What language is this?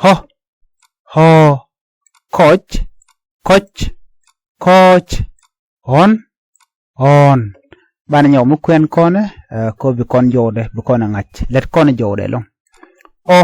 Nuer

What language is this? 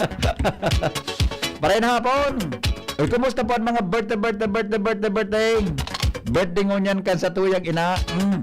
Bikol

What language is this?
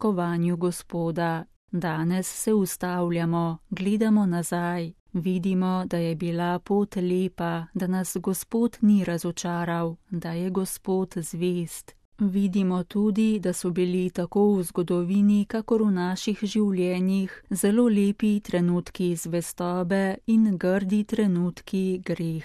Slovenian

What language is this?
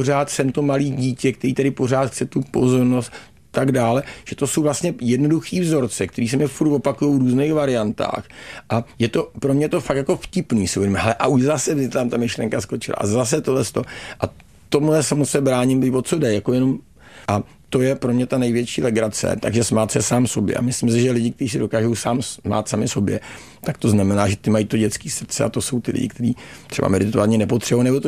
Czech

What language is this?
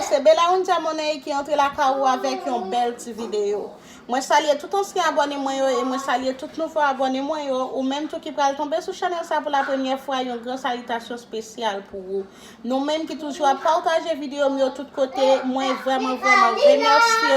Haitian Creole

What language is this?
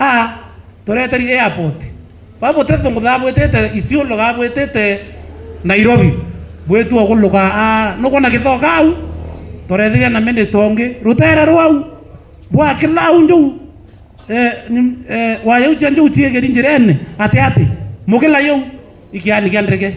Meru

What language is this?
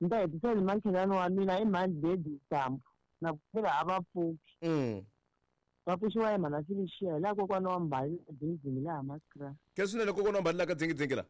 Tsonga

